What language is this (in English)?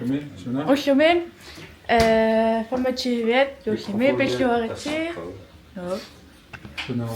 Kalaallisut